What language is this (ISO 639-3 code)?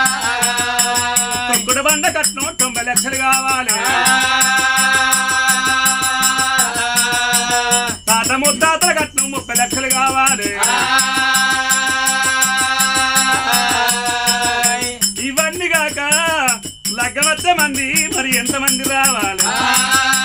tel